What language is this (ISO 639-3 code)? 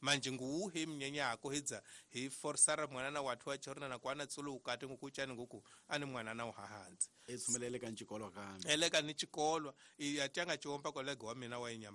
tso